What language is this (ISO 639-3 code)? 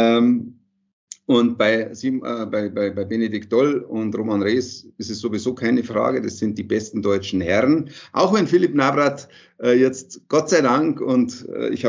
deu